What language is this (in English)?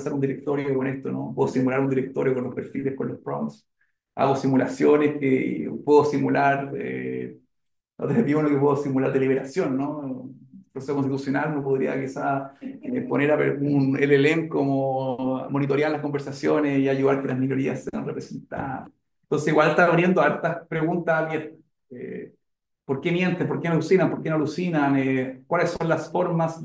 Spanish